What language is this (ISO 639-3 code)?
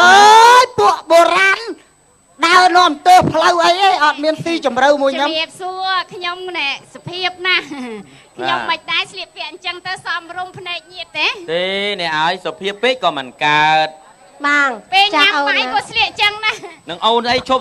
khm